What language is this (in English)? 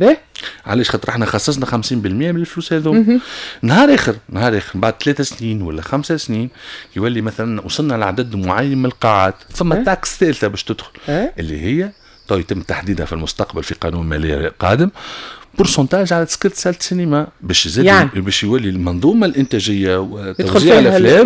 Tunisian Arabic